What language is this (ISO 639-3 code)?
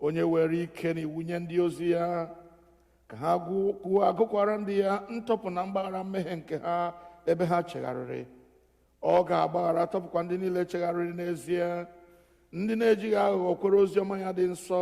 ibo